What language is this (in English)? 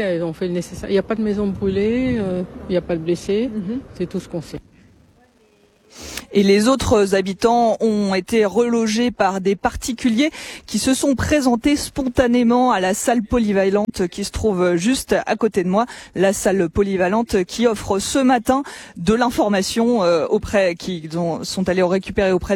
French